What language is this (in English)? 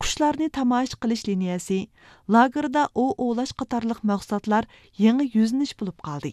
Uyghur